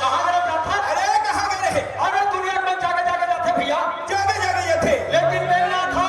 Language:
Chhattisgarhi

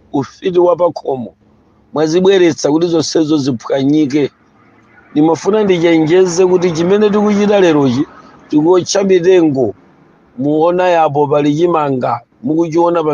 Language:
Nyanja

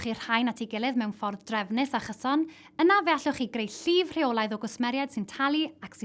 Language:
Welsh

